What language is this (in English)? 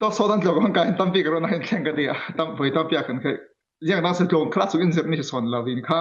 Falam Chin